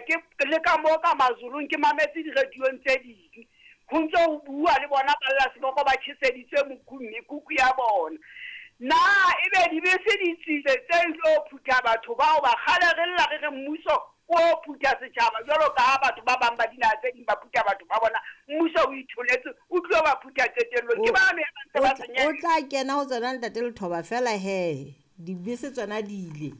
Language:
Southern Sotho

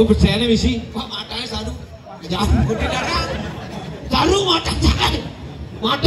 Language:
Balinese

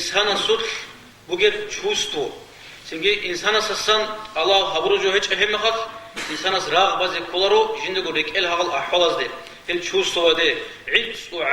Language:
Avaric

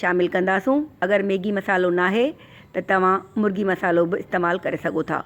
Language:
Sindhi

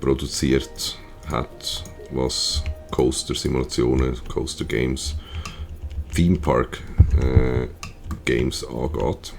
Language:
Swiss German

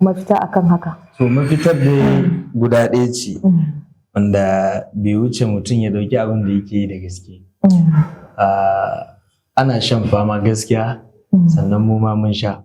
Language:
Hausa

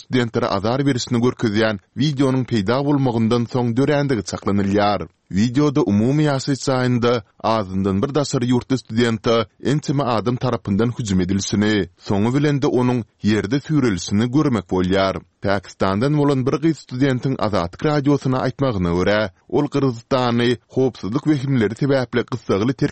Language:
Turkmen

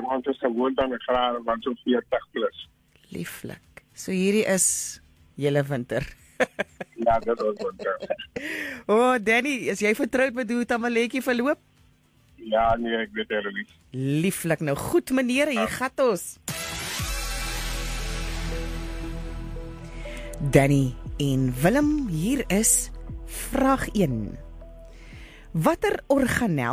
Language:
Afrikaans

